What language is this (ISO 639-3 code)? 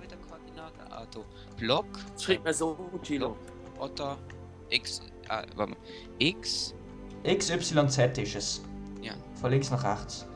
gsw